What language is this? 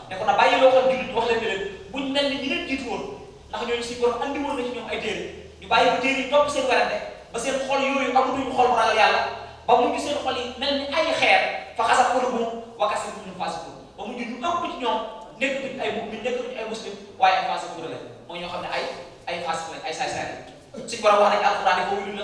Wolof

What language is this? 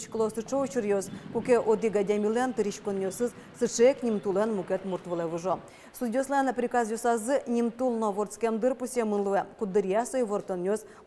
Udmurt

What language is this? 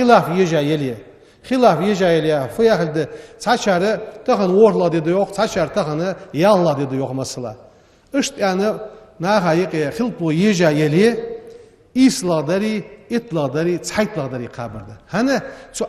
Ingush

